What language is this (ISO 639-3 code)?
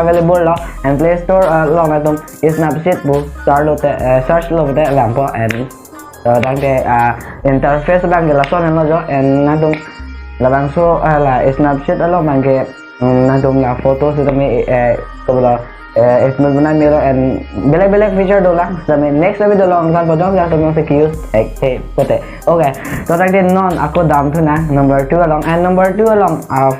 mjw